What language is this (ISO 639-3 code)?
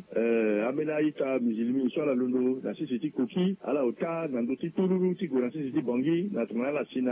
sag